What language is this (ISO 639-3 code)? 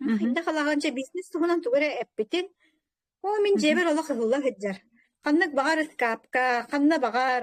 sah